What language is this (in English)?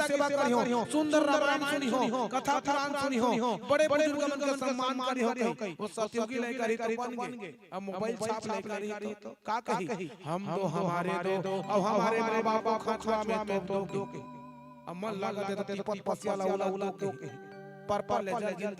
Chhattisgarhi